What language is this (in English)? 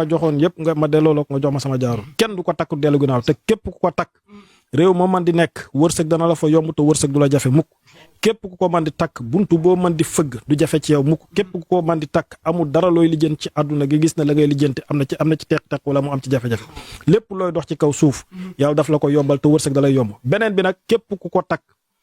Wolof